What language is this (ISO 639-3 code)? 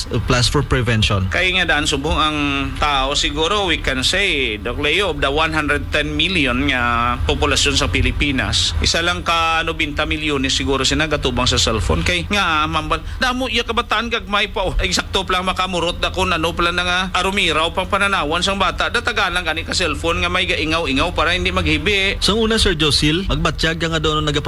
hil